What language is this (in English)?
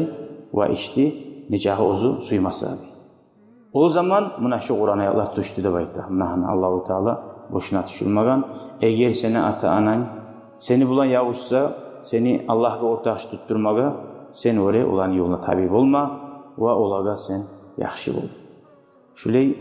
Kumyk